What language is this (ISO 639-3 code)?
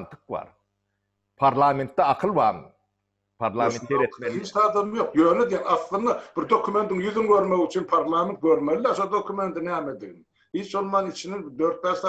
tuk